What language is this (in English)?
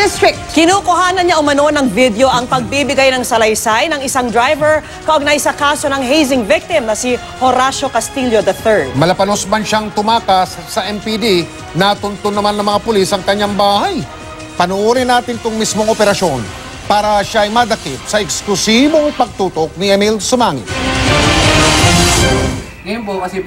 Filipino